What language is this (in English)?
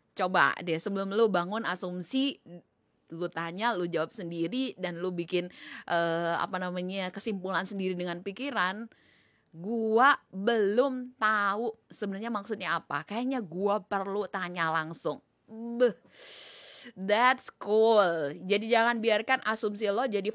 Indonesian